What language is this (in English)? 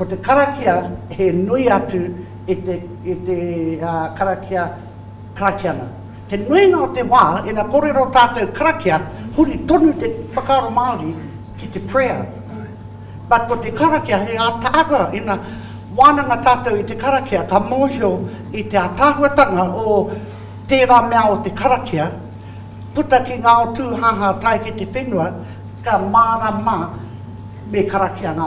Māori